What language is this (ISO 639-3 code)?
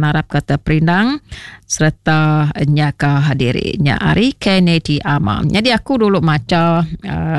iba